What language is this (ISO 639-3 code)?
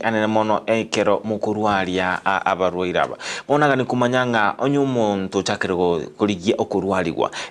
guz